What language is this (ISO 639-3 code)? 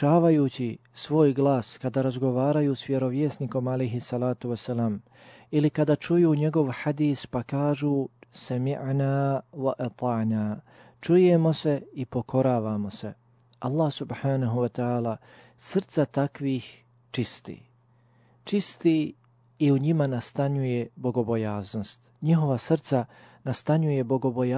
bos